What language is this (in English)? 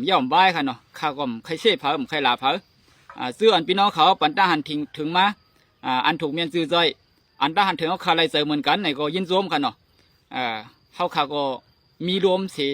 Shan